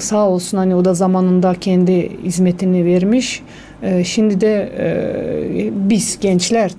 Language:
Gagauz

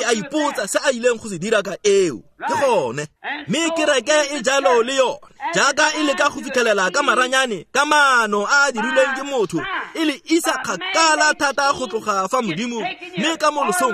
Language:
Tswana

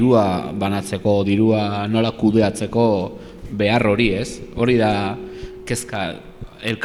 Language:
Basque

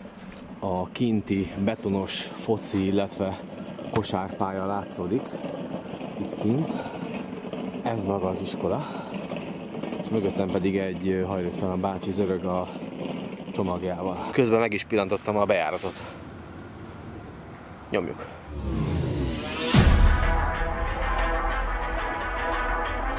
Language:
Hungarian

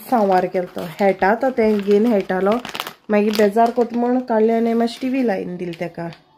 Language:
Konkani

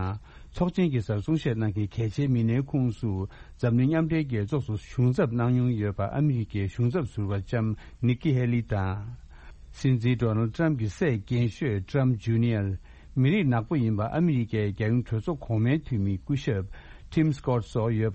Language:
Tibetan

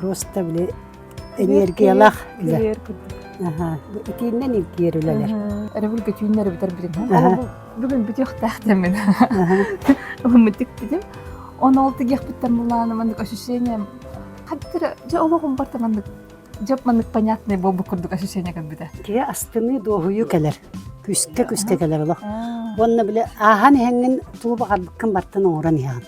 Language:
Yakut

